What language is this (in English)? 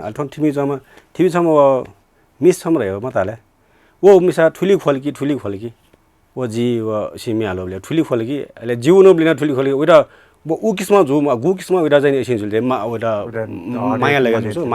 Newari